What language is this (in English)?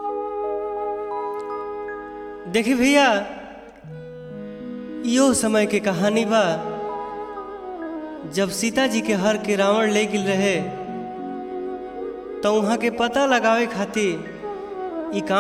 Bhojpuri